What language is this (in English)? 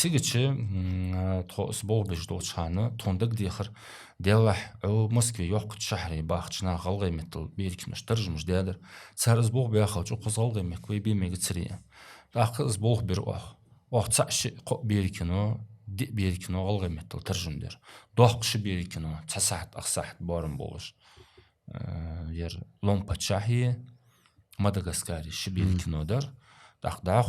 Ingush